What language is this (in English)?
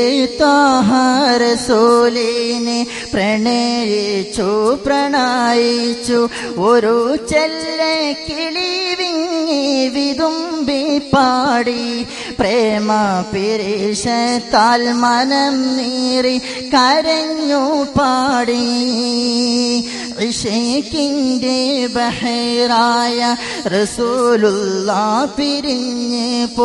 Malayalam